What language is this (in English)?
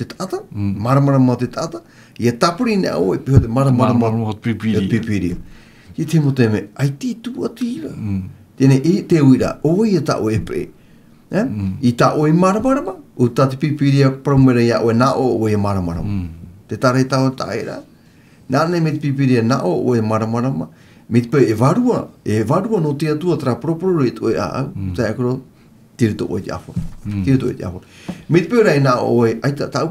Tahitian